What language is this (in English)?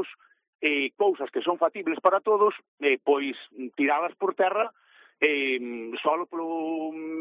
Galician